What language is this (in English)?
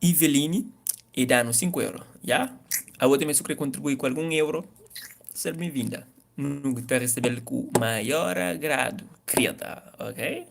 Kabuverdianu